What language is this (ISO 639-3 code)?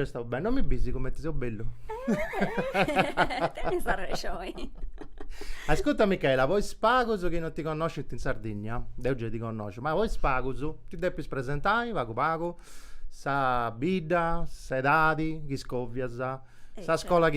srd